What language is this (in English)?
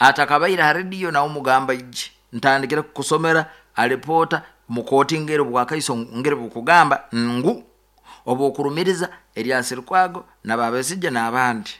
Nyoro